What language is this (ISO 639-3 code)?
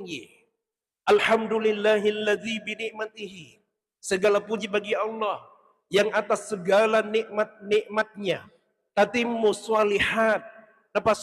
bug